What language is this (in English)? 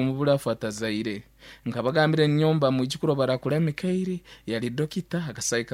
Nyankole